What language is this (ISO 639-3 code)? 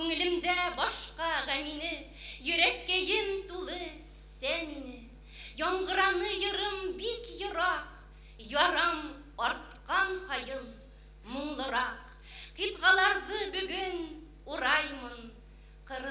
bak